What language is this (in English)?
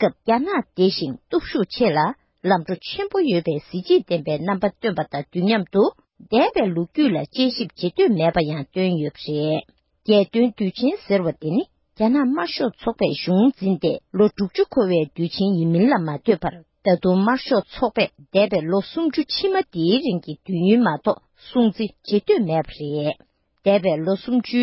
Tibetan